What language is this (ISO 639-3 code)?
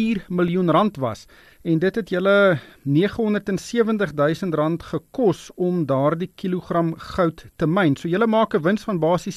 afr